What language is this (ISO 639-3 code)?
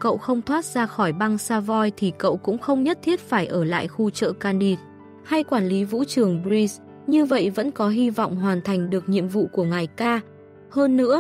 vie